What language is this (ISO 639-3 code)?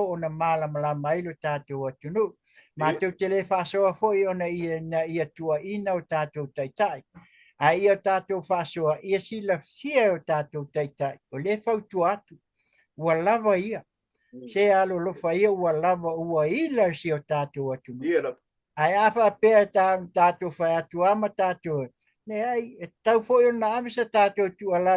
smo